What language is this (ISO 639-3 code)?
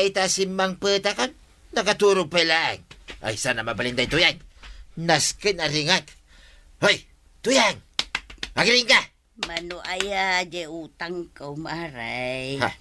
ilo